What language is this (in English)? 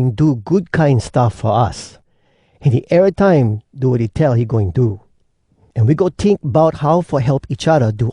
Hawai'i Creole English